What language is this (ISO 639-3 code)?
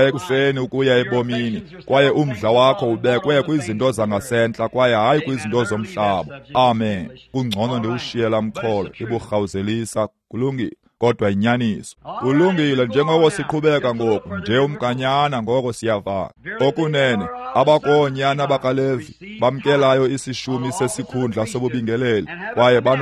xho